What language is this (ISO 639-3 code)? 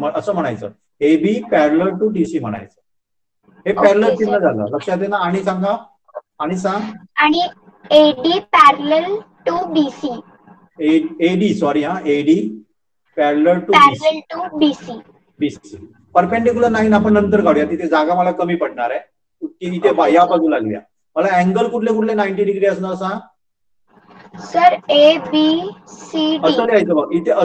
mar